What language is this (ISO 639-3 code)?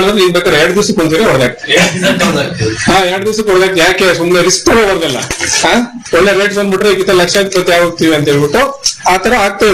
kan